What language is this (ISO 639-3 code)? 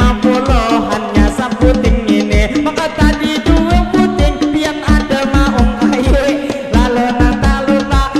bjn